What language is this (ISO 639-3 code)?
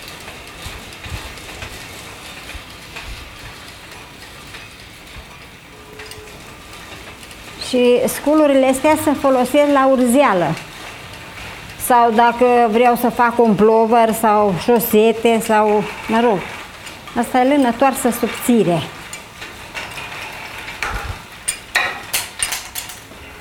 ron